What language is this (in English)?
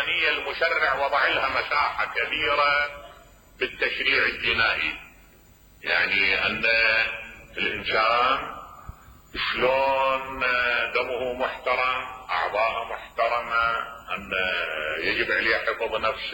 Mesopotamian Arabic